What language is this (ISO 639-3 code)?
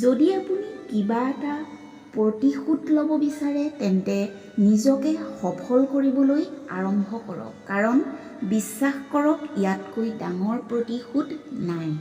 asm